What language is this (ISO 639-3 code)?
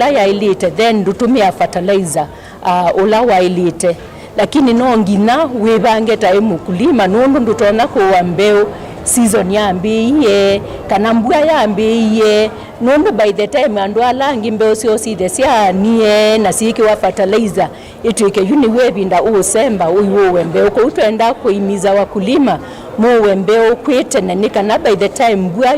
kam